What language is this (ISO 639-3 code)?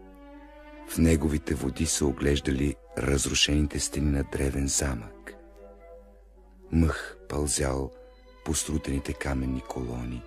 bul